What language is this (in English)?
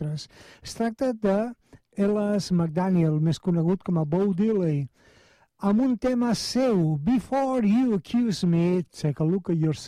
Catalan